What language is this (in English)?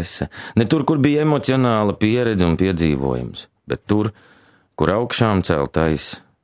Latvian